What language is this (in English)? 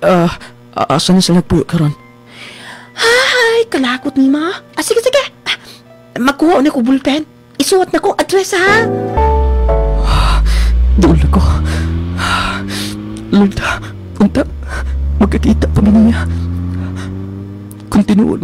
Cebuano